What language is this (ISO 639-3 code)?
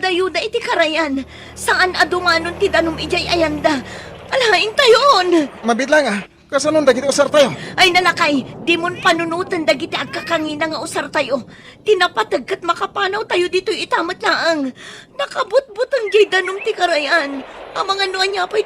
ilo